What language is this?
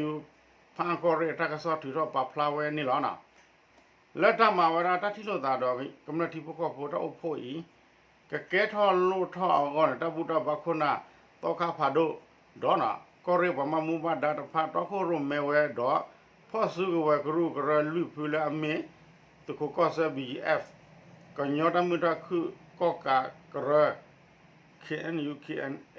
S'gaw Karen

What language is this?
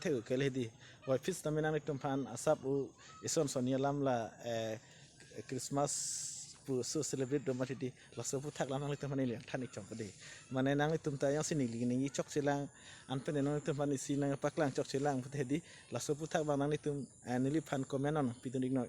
Karbi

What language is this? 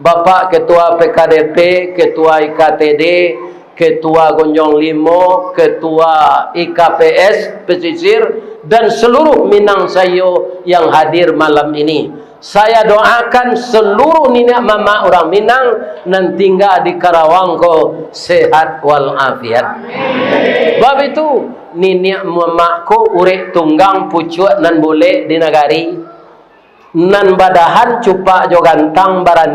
Minangkabau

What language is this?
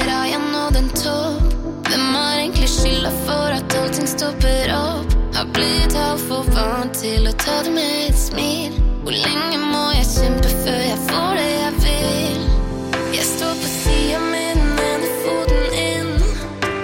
Norwegian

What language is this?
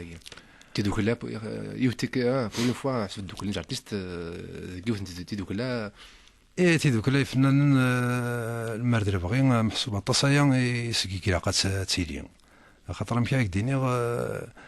Kabyle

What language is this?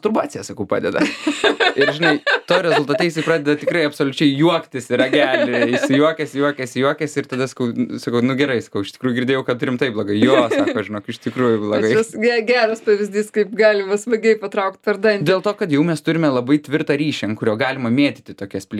Lithuanian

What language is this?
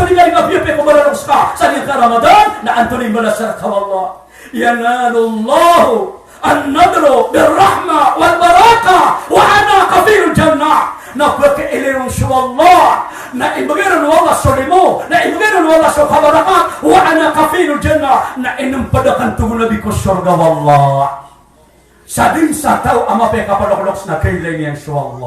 Maranao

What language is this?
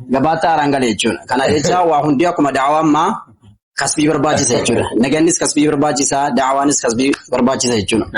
Oromo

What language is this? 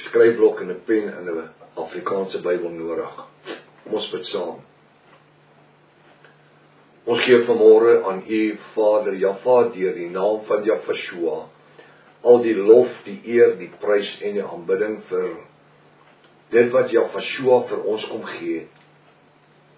Afrikaans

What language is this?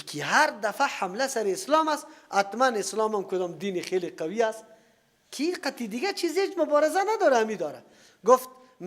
Persian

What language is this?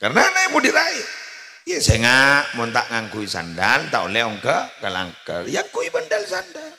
Madurese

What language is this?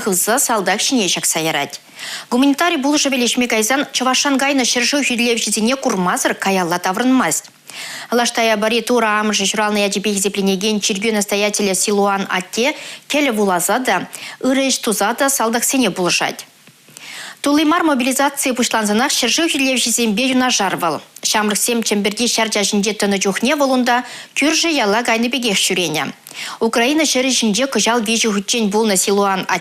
Chuvash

